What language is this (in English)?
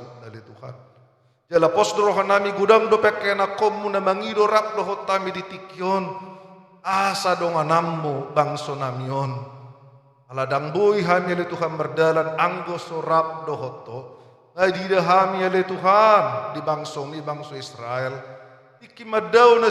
Batak Toba